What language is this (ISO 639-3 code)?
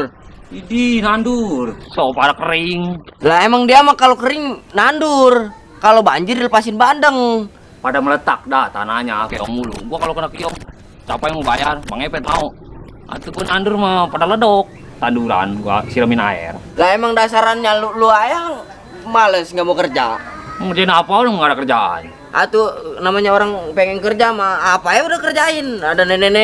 bew